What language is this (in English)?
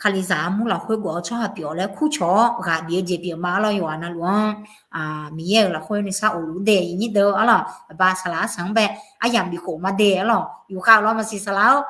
Akha